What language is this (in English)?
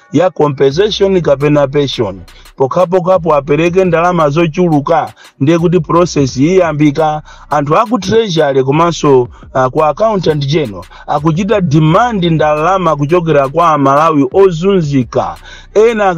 Nyanja